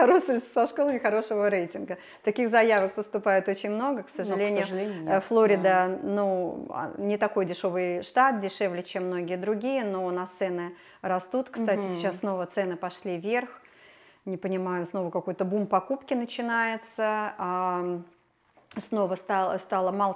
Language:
Russian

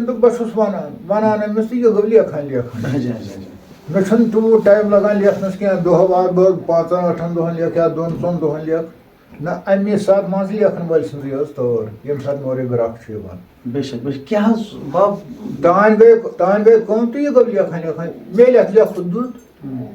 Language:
Kashmiri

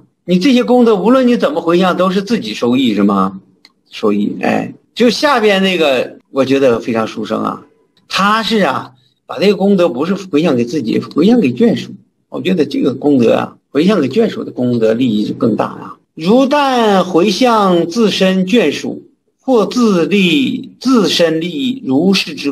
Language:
Chinese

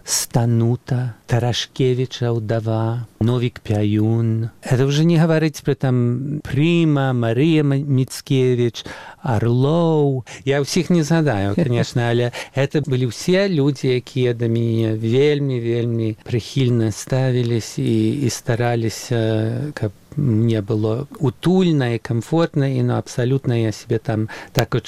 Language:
Belarusian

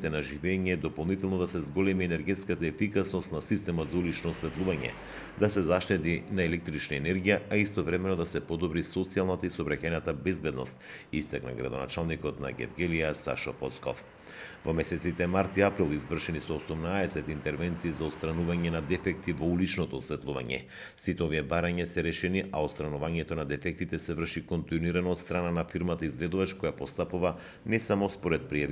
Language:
Macedonian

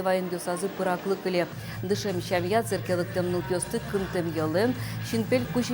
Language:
Udmurt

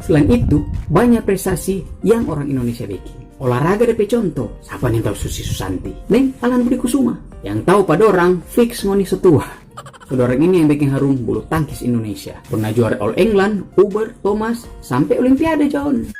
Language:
Manado Malay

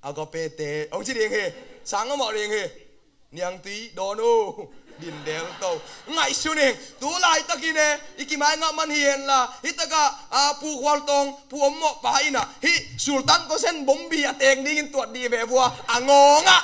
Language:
Tedim Chin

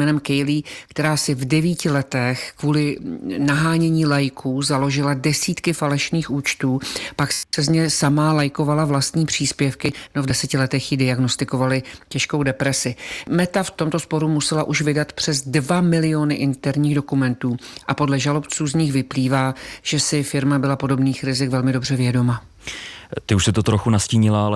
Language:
Czech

